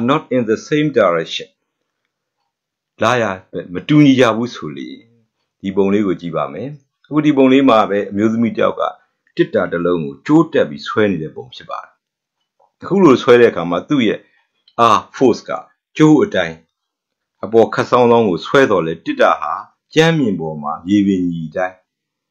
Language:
Burmese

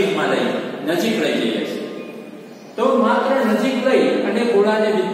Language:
Gujarati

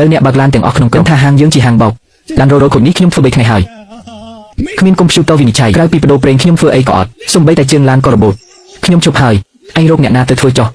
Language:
Khmer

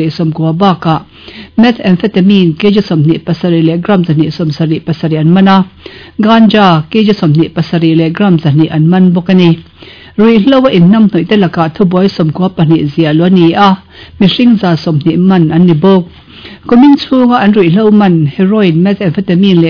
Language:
Mizo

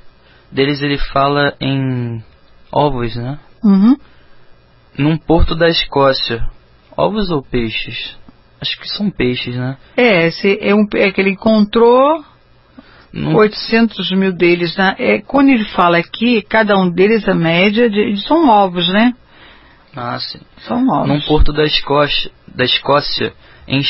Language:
Portuguese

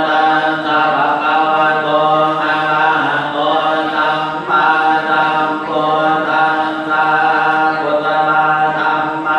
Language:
Pali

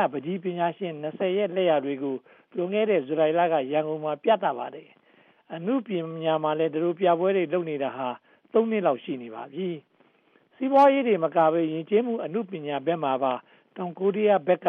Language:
Burmese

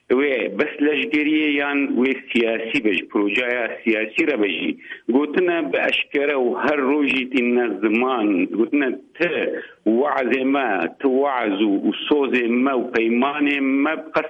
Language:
Kurdish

